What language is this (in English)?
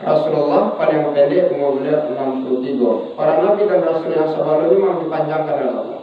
Minangkabau